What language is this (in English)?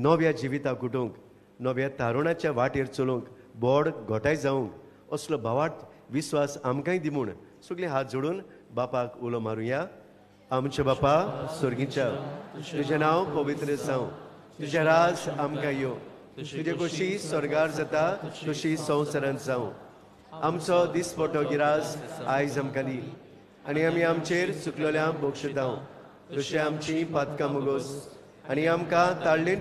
Konkani